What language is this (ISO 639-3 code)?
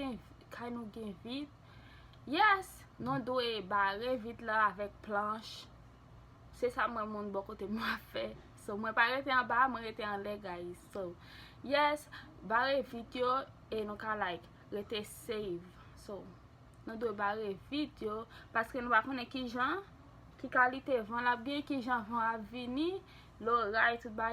hat